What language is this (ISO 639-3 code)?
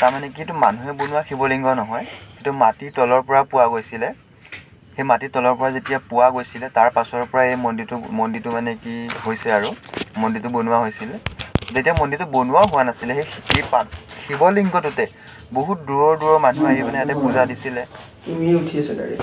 asm